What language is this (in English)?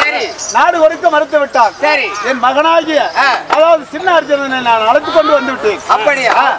Tamil